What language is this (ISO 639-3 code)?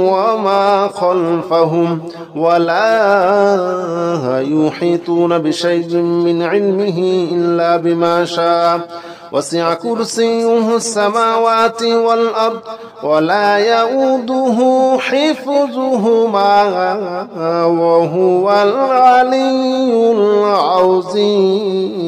ara